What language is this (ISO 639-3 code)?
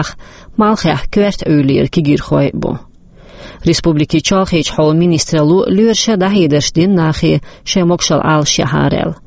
che